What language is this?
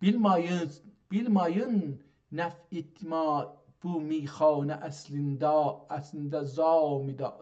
South Azerbaijani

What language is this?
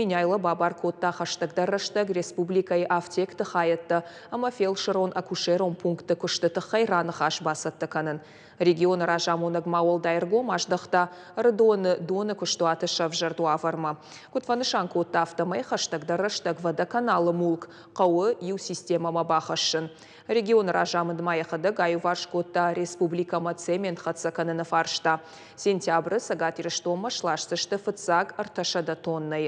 Ossetic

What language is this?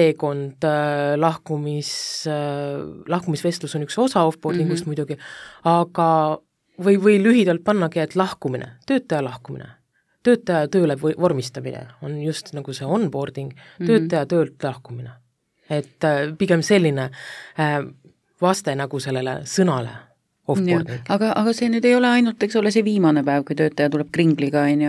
Estonian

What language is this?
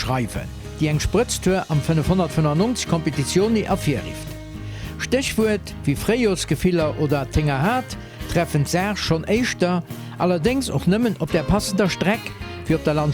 Luxembourgish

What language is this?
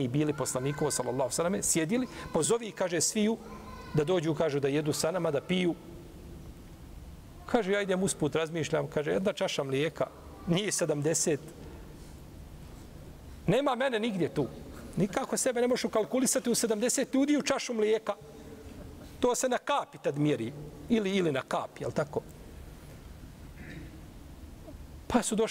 Bosnian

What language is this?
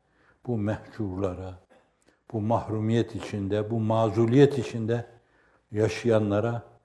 Turkish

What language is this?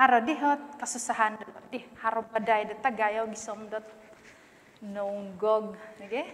Central Dusun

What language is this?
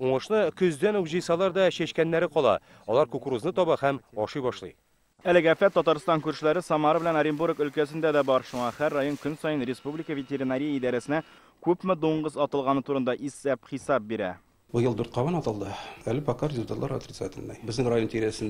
Tatar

